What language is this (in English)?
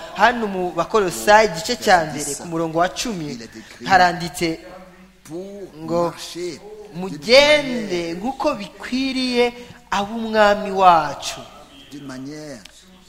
Kinyarwanda